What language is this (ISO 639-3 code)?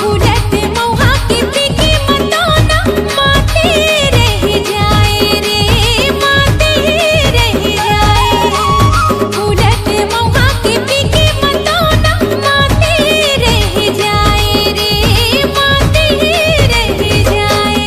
hne